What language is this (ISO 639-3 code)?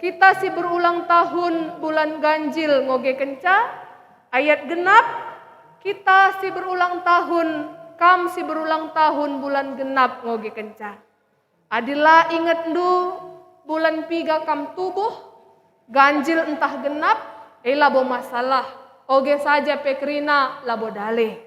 btx